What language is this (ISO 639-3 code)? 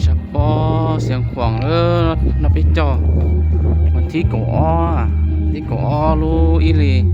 hmn